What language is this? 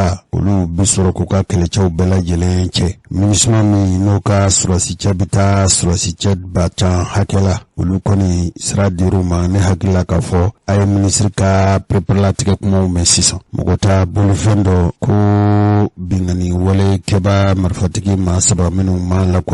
Bambara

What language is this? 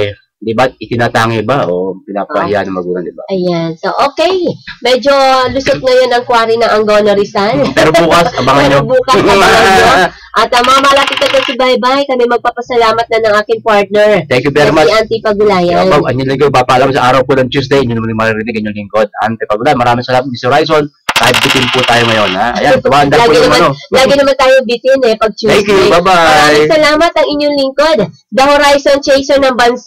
Filipino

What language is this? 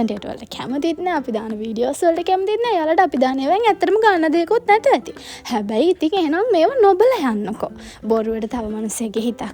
Sinhala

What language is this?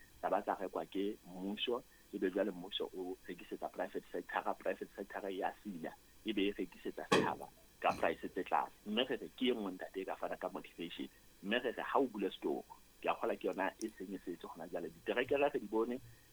Southern Sotho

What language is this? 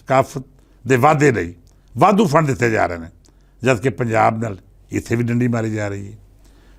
Western Panjabi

